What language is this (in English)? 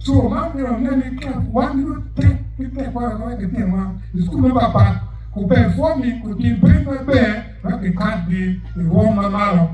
Acoli